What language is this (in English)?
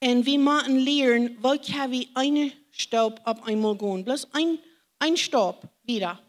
Plautdietsch